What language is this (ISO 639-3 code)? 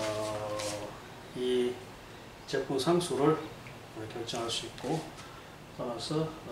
kor